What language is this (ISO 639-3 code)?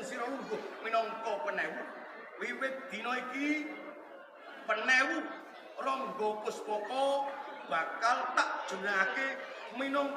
jav